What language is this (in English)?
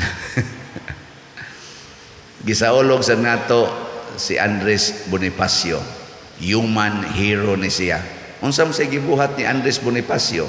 Cebuano